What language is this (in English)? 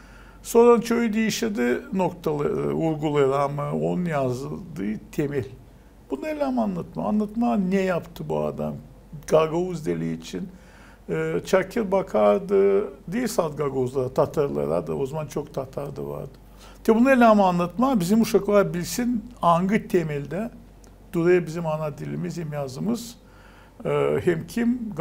Gagauz